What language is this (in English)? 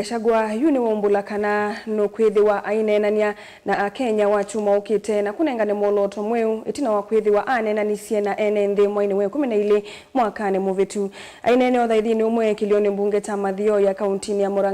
Kamba